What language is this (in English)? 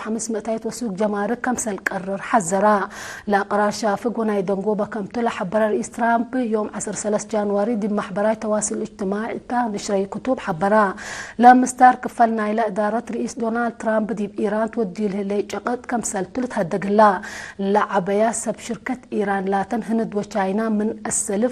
Tigre